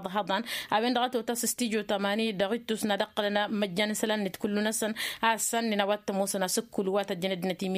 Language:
Tamasheq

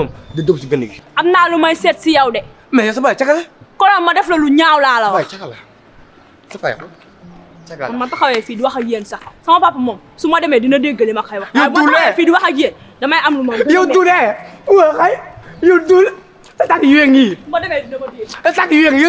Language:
Wolof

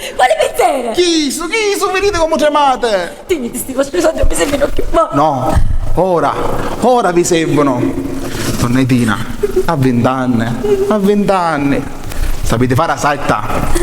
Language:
Sicilian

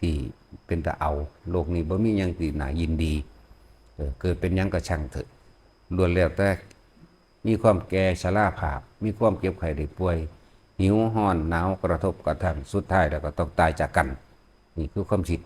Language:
Northeastern Thai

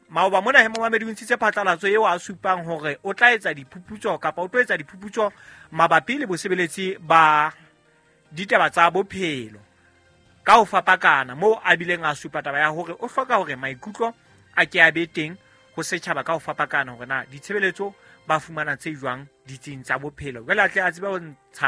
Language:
Southern Sotho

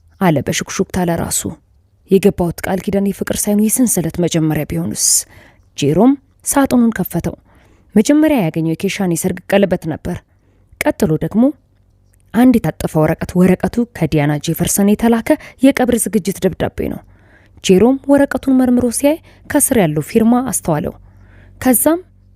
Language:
Amharic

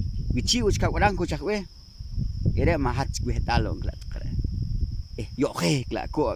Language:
Poqomchi'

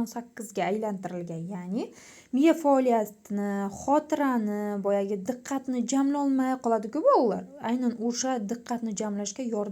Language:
Uzbek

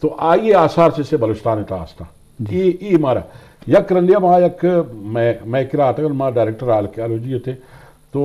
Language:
Eastern Balochi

